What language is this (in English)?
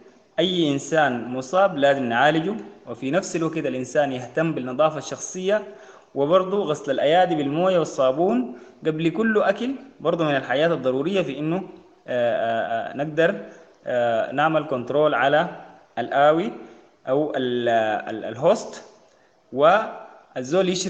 Sudanese Arabic